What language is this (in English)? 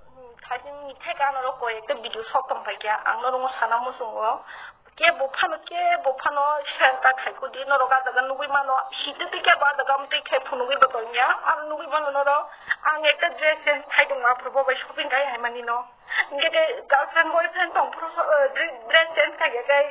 Kok Borok